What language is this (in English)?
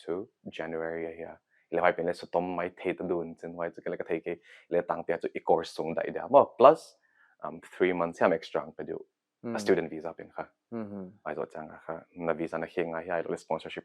Paite Chin